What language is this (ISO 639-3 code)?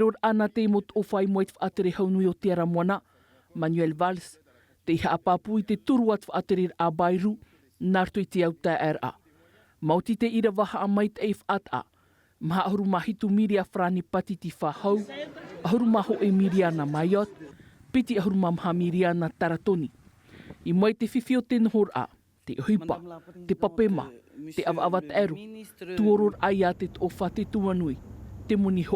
tah